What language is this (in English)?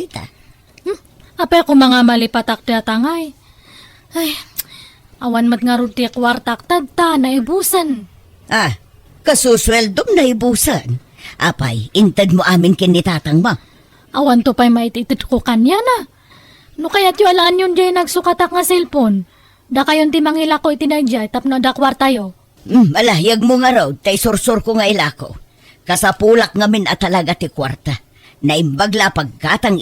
Iloko